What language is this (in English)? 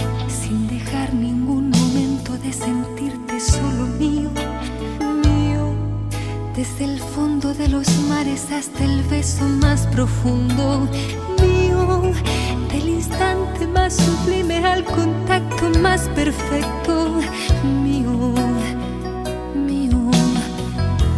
Spanish